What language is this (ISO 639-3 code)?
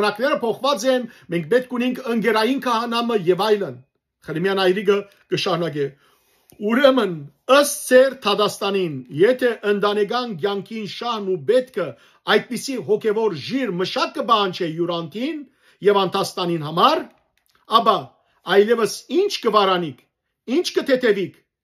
hyw